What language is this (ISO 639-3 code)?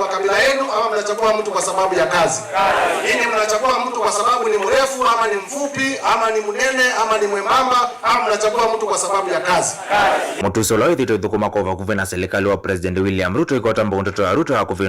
kam